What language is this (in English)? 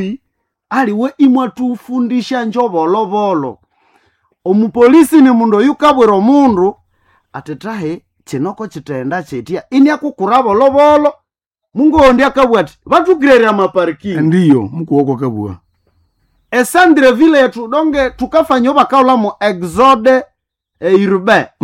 Nande